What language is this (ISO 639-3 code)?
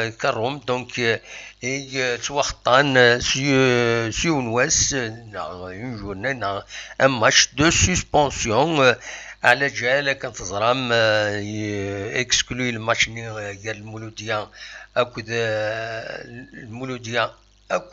kab